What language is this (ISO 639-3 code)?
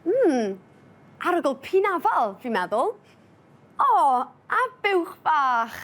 cym